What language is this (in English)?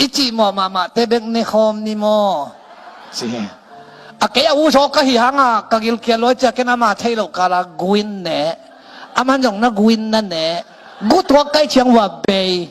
Tedim Chin